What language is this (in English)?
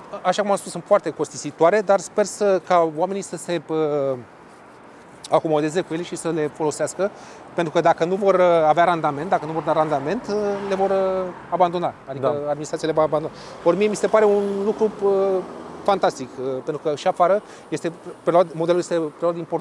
Romanian